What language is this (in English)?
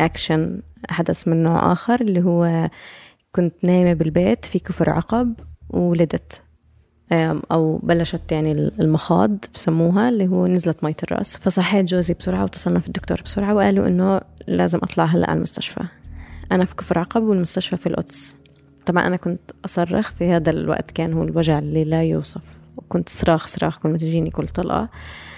North Levantine Arabic